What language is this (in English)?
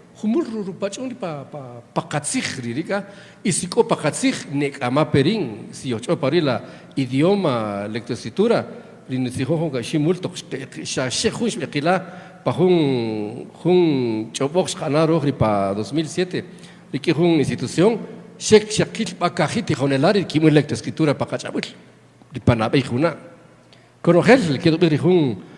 Kaqchikel